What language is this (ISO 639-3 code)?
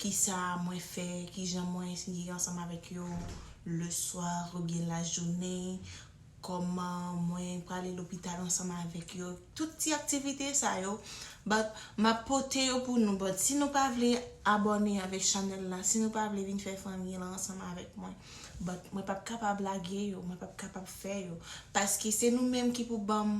hat